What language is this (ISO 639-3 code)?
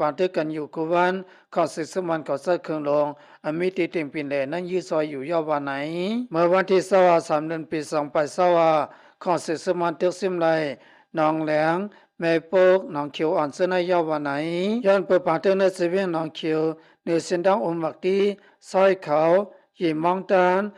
shn